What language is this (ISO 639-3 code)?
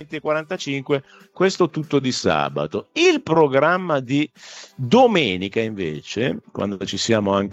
ita